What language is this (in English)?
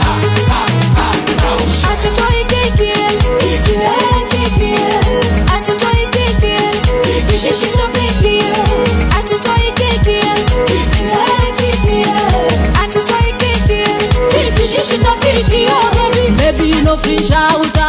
Swahili